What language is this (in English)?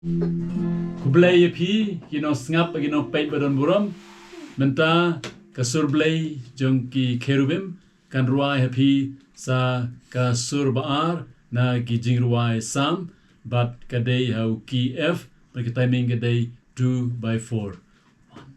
Khasi